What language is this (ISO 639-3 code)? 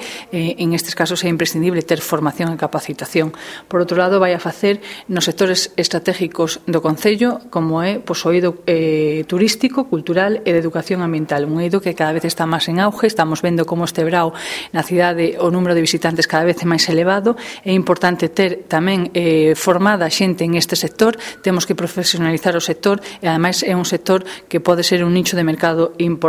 glg